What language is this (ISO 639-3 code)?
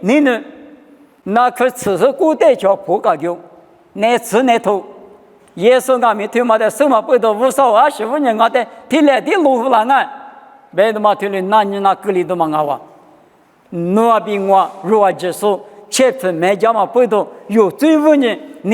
lis